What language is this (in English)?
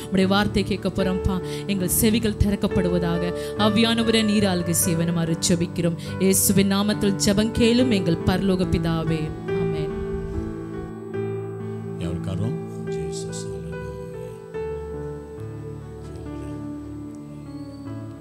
Tamil